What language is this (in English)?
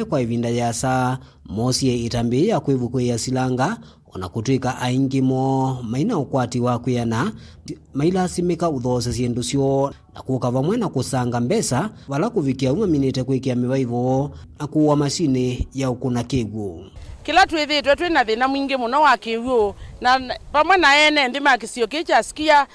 Kamba